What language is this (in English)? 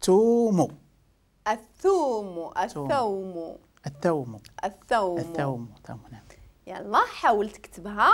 Moroccan Arabic